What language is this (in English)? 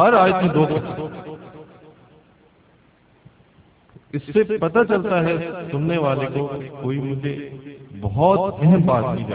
Urdu